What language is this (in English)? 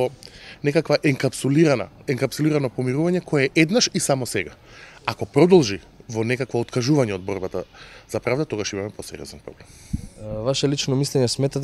Macedonian